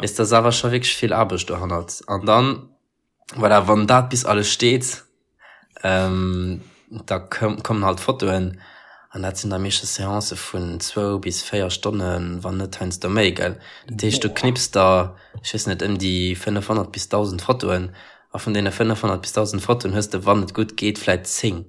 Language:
Luxembourgish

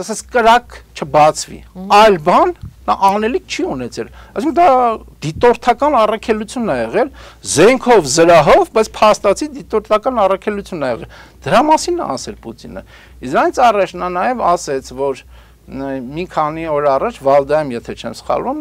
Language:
Armenian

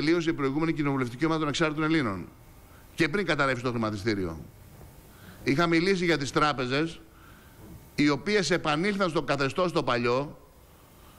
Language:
Greek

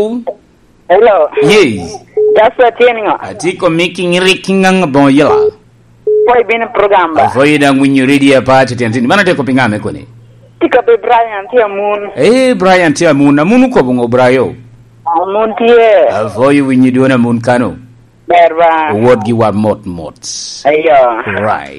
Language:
Lango (Uganda)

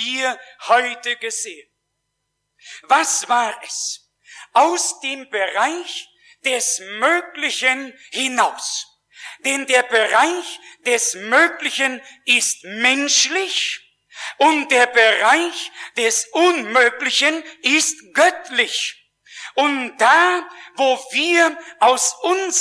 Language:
German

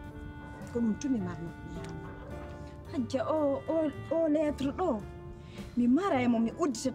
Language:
Pular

